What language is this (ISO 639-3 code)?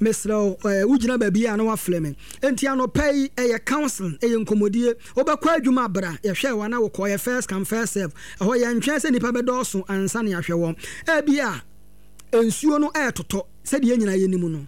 aka